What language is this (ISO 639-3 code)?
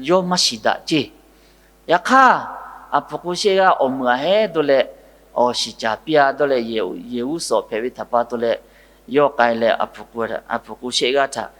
lhu